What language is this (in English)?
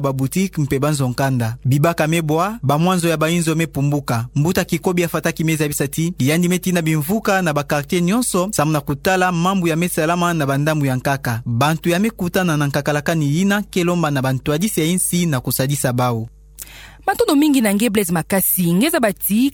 Kituba (Democratic Republic of Congo)